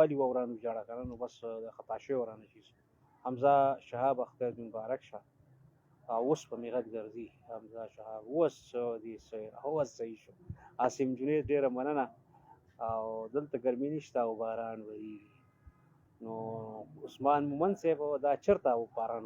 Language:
Pashto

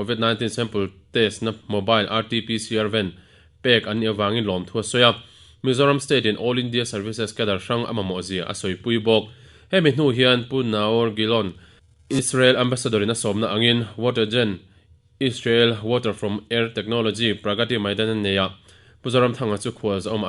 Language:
Mizo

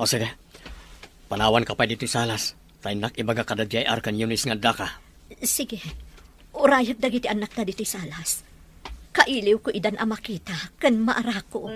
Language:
Iloko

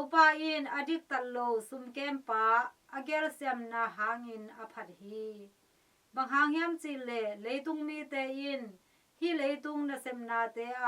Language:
Tedim Chin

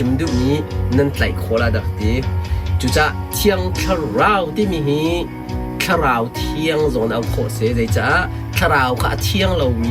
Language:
Hakha Chin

